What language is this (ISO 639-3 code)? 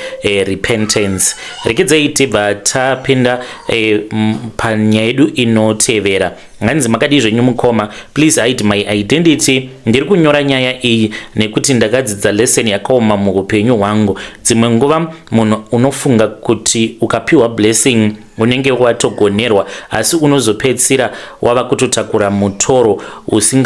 sna